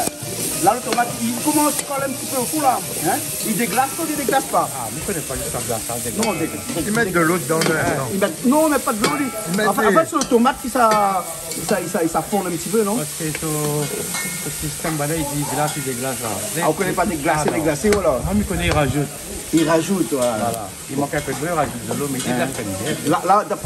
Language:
Réunion Creole French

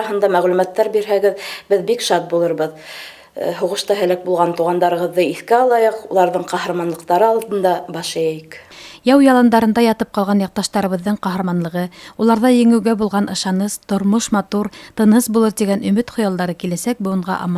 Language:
Bashkir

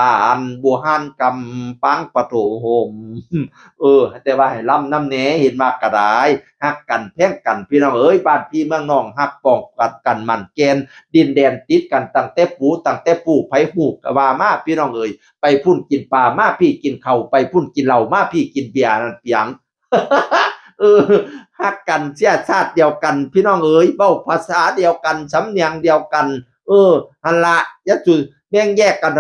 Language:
Northeastern Thai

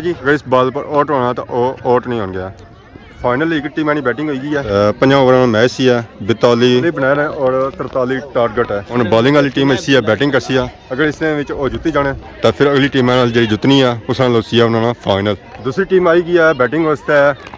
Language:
Pahari-Potwari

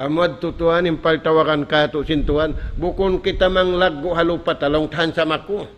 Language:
Tausug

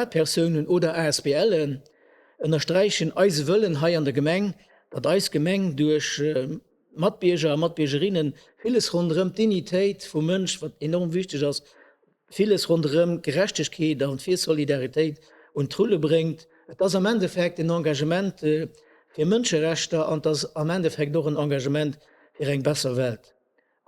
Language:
Luxembourgish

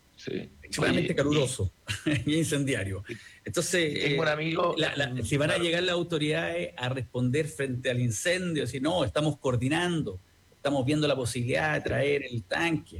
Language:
Spanish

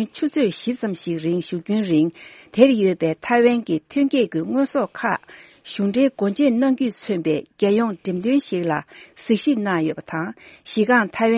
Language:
Tibetan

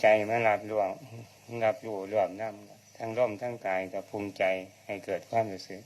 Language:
Northeastern Thai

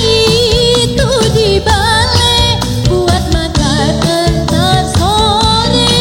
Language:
Betawi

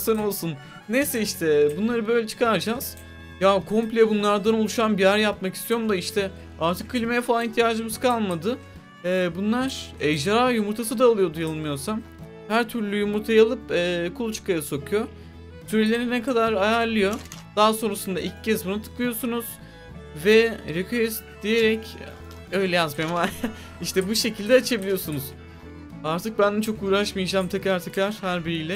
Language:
Turkish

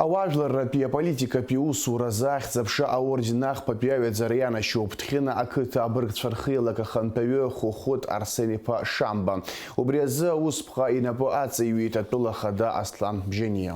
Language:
Abkhazian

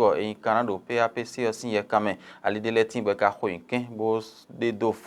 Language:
Fon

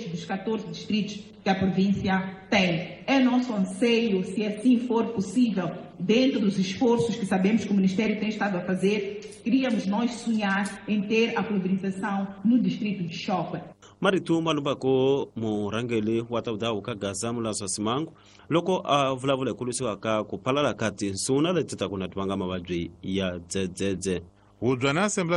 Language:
Tsonga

